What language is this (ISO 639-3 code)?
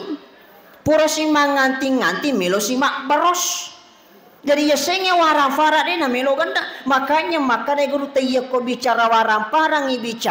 bug